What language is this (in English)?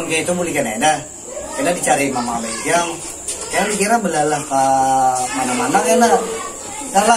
Banjar